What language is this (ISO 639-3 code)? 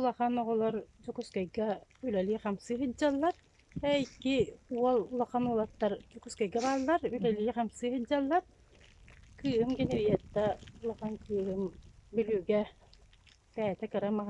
sah